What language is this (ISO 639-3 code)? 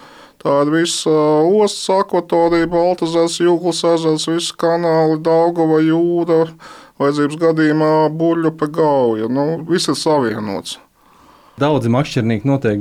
lav